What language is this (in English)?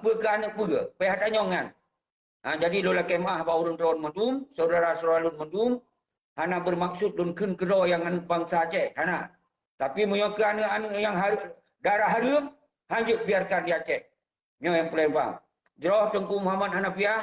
Achinese